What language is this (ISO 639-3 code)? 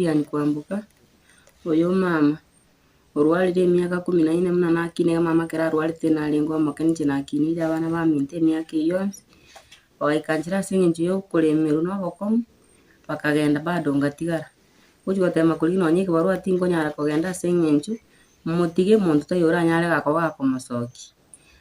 guz